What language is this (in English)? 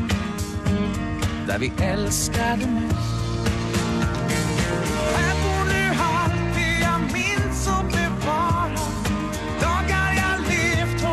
Swedish